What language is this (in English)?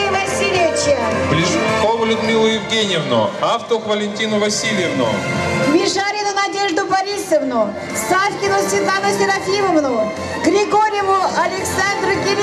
Russian